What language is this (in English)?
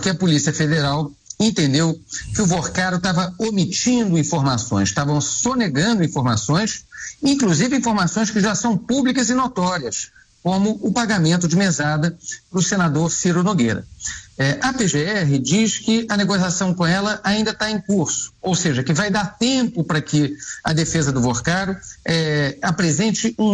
Portuguese